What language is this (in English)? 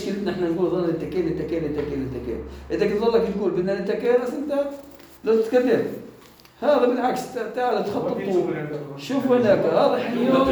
North Levantine Arabic